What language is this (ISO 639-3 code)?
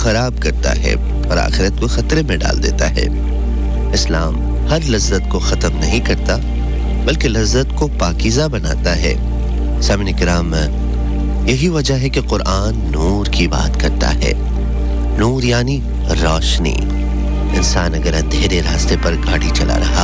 urd